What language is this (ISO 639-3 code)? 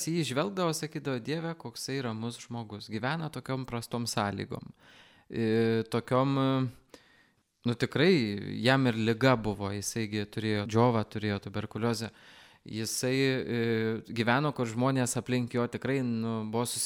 lit